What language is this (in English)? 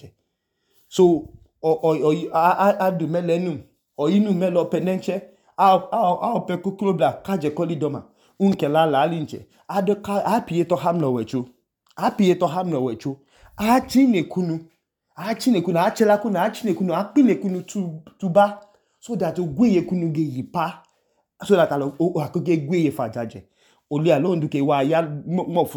Idoma